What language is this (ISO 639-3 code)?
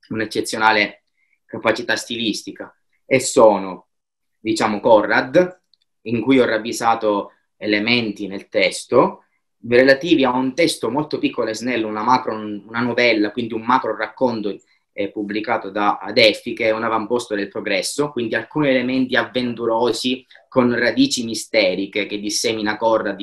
ita